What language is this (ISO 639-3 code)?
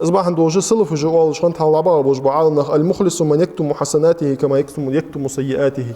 inh